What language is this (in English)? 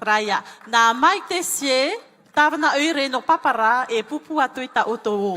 Tahitian